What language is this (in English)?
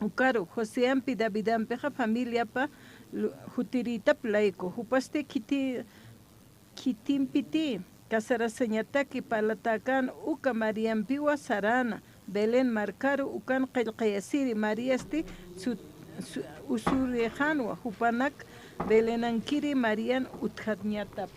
Aymara